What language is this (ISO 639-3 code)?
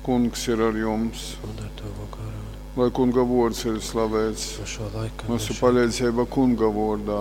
ltg